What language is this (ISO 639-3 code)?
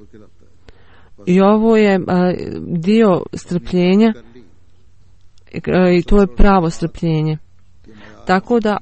bos